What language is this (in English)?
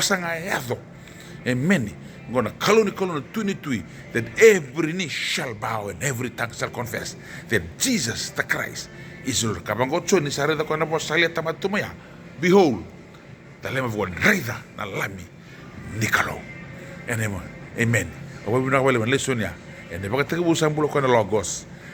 Fijian